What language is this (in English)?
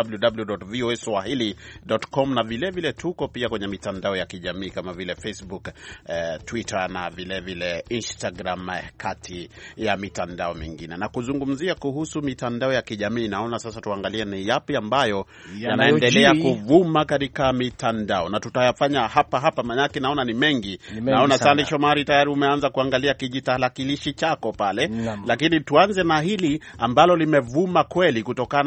Swahili